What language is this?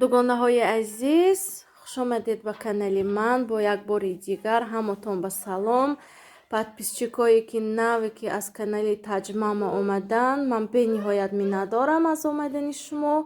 Tajik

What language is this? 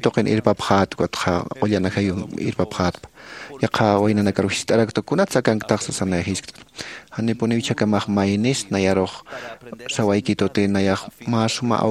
Aymara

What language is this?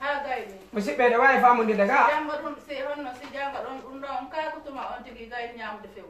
Fula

